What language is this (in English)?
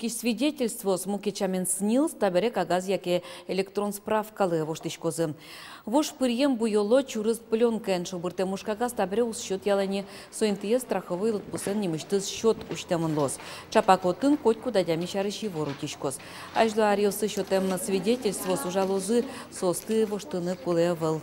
Udmurt